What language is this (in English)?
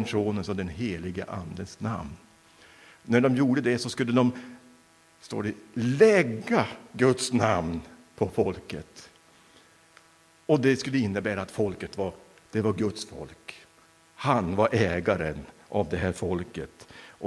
Swedish